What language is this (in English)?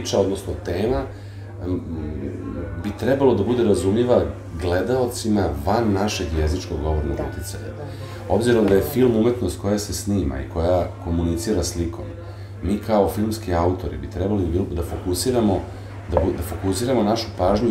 Serbian